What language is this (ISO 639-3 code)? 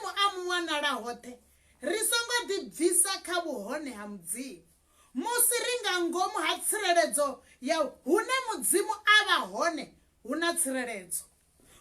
ven